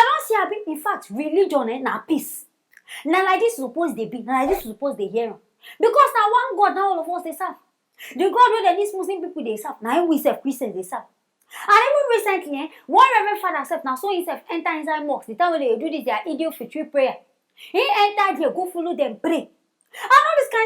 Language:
Nigerian Pidgin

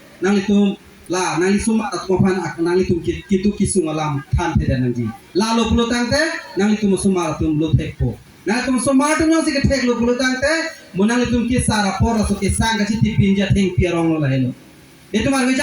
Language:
Karbi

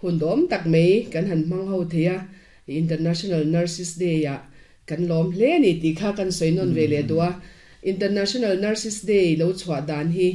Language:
Mizo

